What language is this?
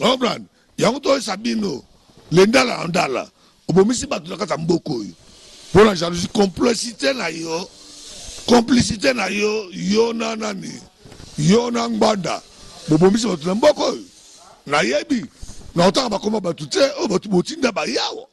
Lingala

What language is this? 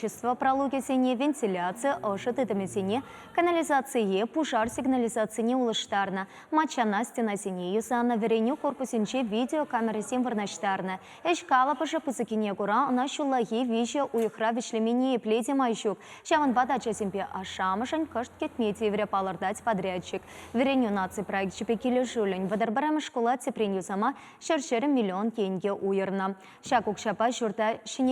Chuvash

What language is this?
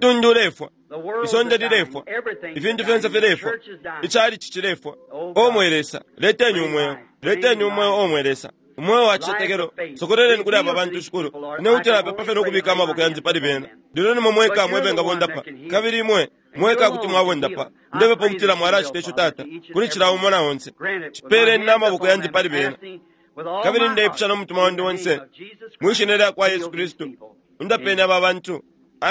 Bemba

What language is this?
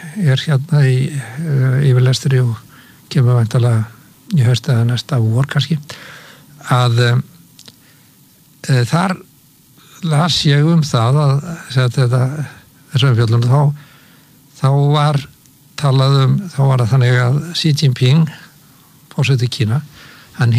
Icelandic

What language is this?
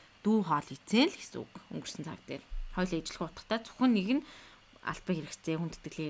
Mongolian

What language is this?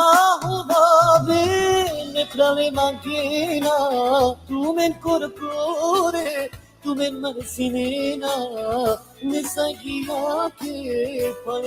Balkan Romani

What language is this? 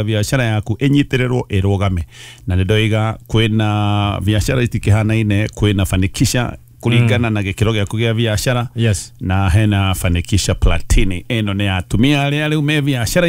Kikuyu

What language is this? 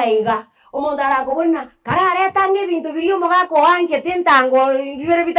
Gusii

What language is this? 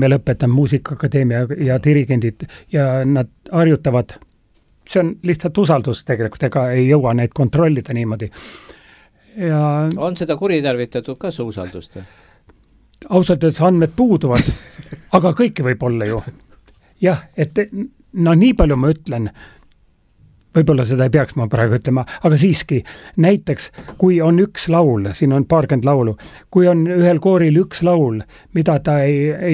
Estonian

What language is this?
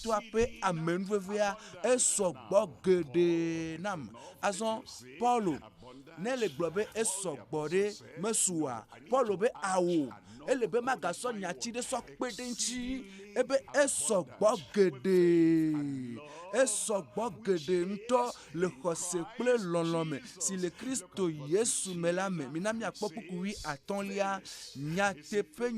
Ewe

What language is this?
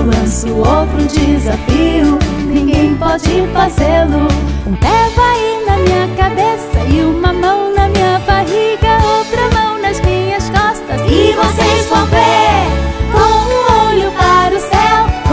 Portuguese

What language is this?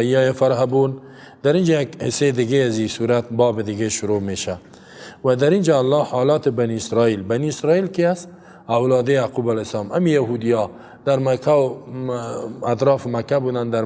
Persian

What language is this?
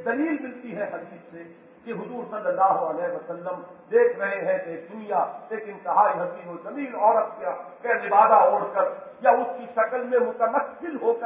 Urdu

